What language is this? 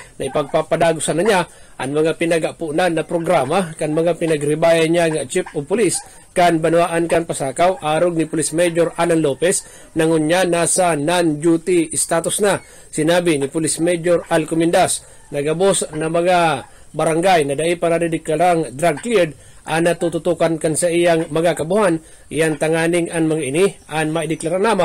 Bikol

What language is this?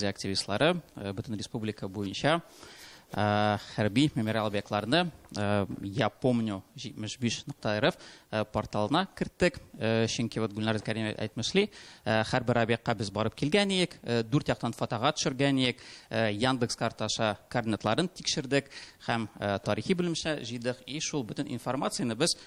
Tatar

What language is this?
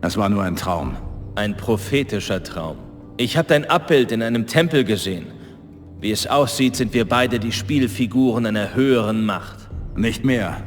Bavarian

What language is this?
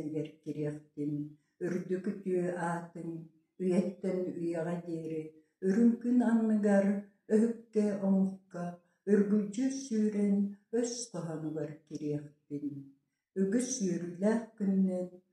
Yakut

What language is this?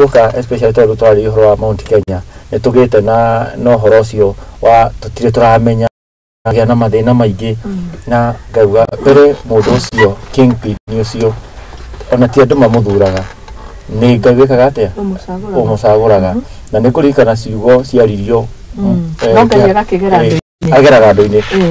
Kikuyu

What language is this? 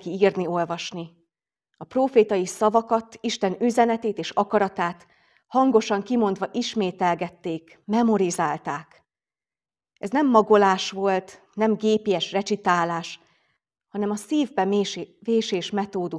Hungarian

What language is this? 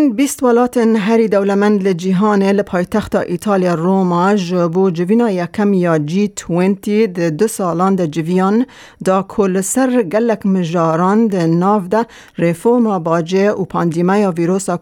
Kurdish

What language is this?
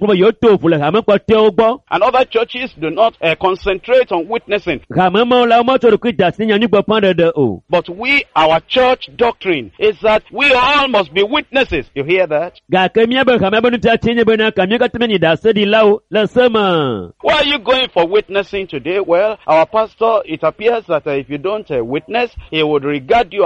Ewe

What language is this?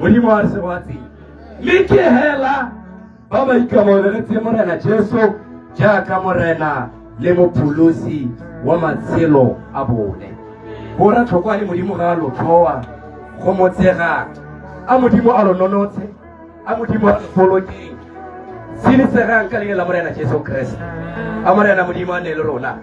Tswana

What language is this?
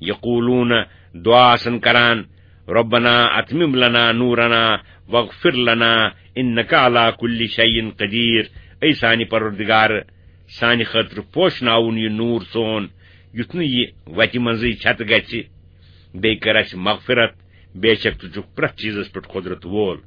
Kashmiri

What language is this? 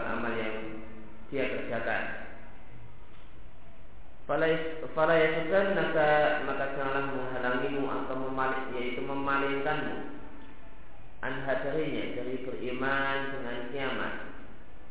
Indonesian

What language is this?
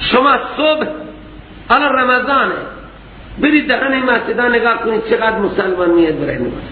Persian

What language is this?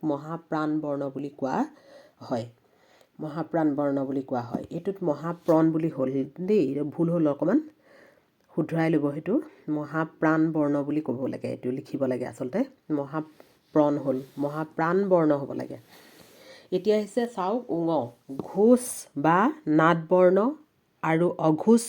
Assamese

